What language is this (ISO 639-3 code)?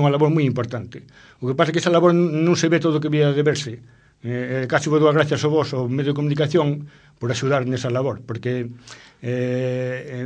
glg